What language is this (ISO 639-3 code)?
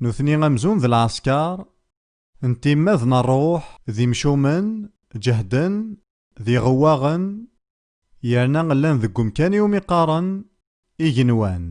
kab